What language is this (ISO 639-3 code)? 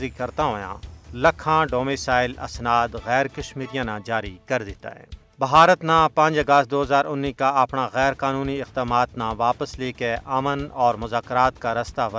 gju